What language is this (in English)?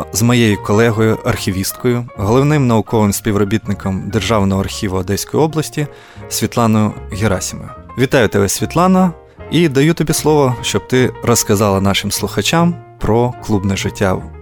Ukrainian